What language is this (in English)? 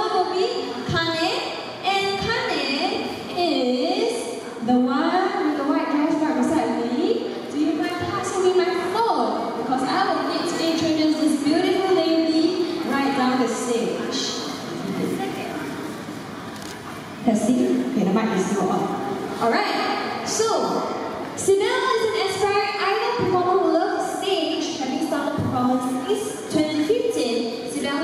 English